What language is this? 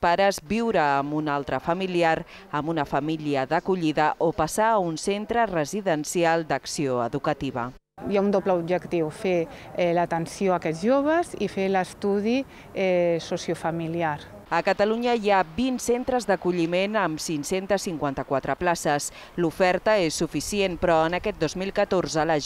Catalan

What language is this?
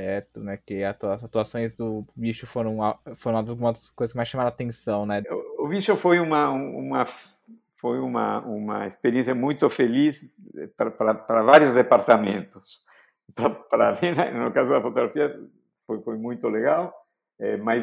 Portuguese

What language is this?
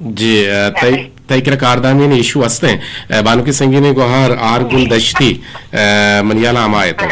Eastern Balochi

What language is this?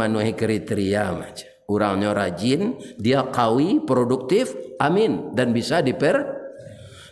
Minangkabau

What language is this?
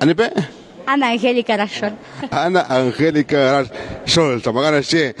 Kekchí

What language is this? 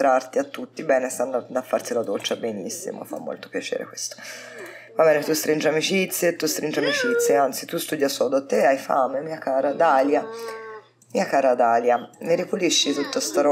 Italian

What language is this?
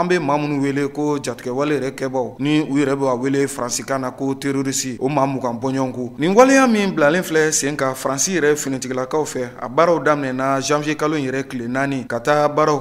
Bambara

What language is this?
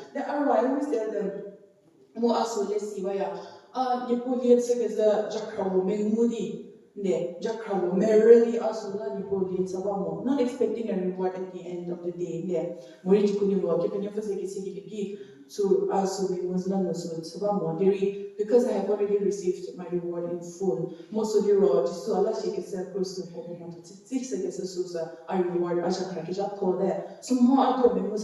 Angami Naga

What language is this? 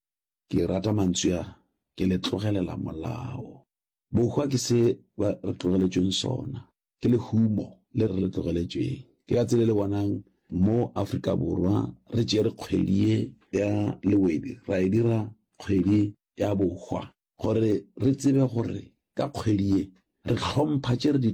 Northern Sotho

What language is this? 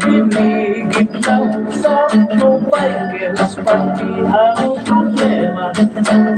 Hiligaynon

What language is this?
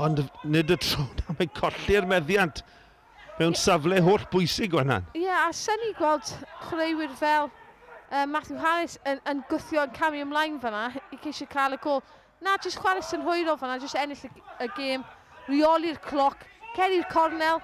Welsh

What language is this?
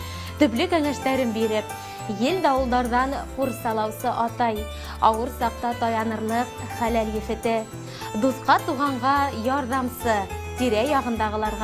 Bashkir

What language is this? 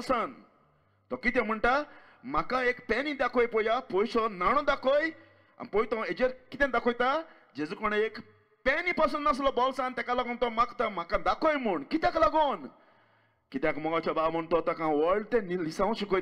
Konkani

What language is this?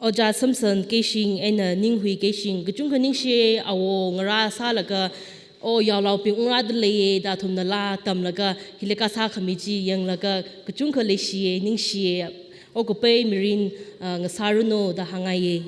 Tangkhul Naga (India)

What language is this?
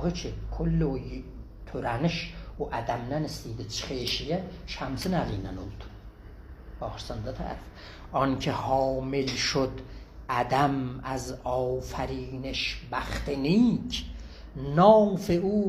South Azerbaijani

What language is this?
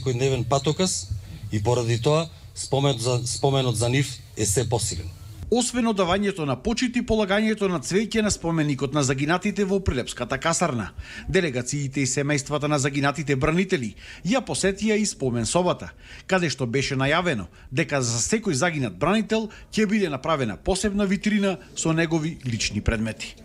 Macedonian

